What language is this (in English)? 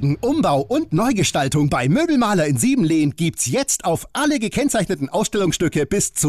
German